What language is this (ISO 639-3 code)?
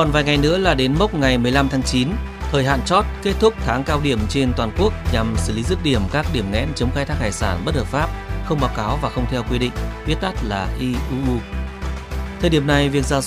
vie